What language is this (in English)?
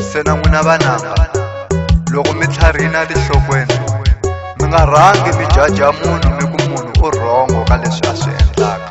Tsonga